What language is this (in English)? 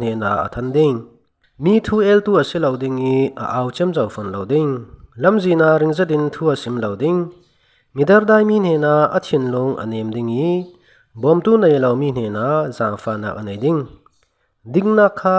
Falam Chin